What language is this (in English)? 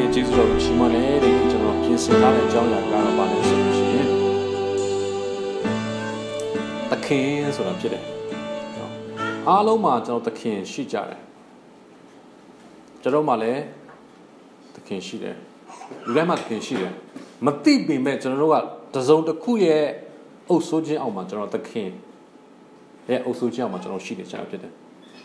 Burmese